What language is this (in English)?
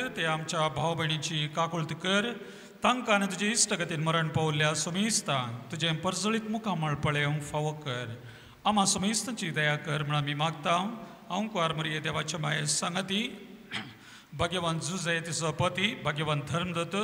Konkani